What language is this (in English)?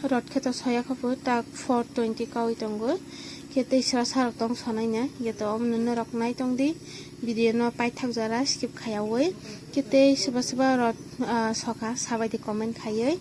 Kok Borok